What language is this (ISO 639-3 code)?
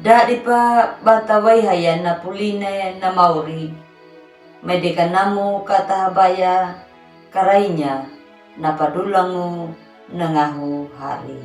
akg